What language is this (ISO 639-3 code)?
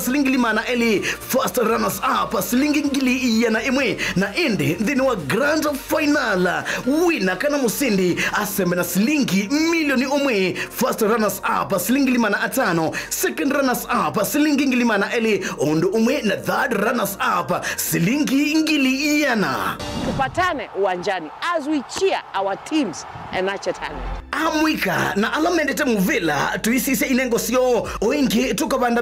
kam